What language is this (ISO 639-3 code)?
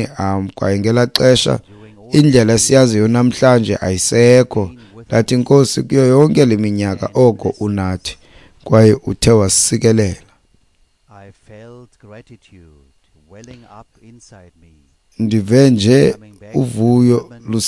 xho